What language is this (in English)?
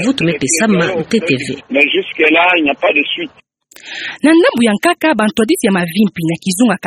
Kituba (Democratic Republic of Congo)